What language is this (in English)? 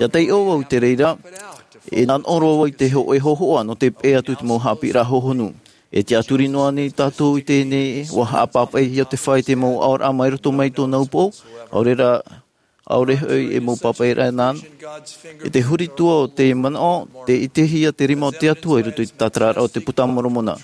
Tahitian